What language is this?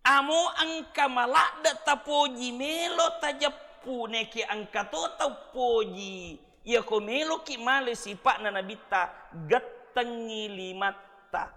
Buginese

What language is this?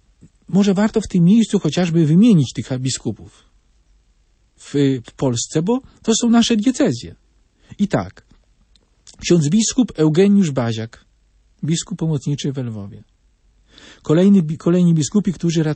Polish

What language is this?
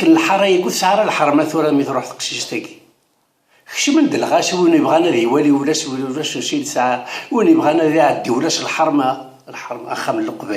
Kabyle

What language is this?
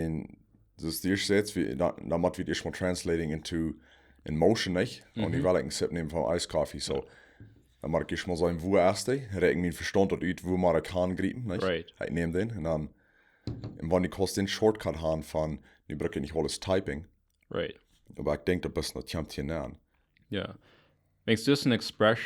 Plautdietsch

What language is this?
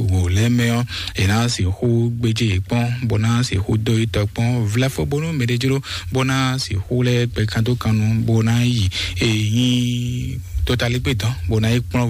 Fon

